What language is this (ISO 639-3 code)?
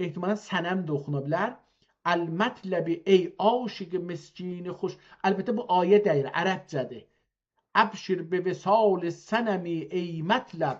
azb